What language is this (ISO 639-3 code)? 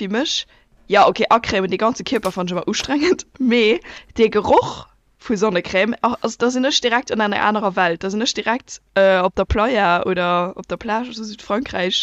ltz